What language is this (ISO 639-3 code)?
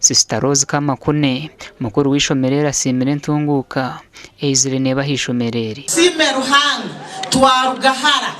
nyn